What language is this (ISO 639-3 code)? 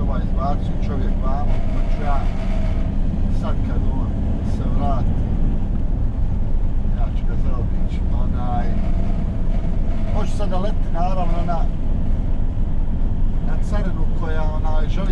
hrv